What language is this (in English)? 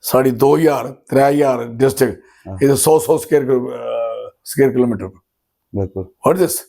Dogri